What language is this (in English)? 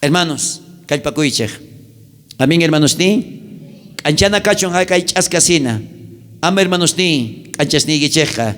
South Bolivian Quechua